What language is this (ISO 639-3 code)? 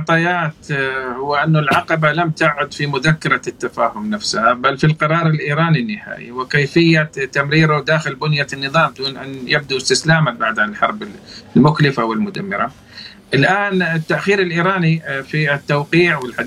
ara